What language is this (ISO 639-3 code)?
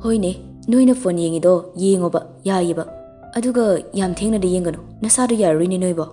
mni